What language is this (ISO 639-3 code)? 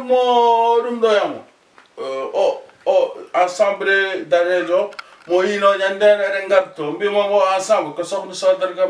ful